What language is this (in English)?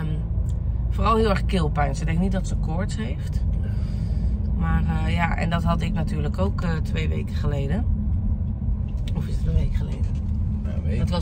Dutch